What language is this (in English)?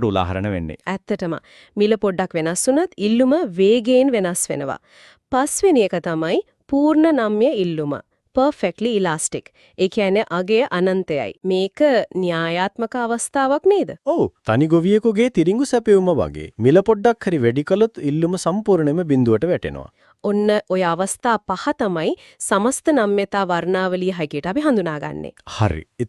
Sinhala